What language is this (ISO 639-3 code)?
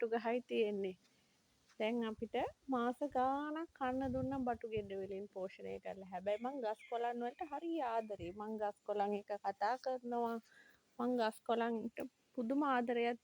sin